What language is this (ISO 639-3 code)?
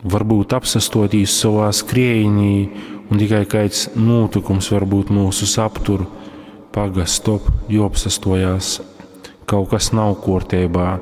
ltg